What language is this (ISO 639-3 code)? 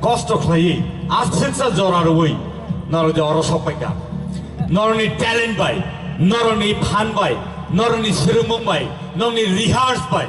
trp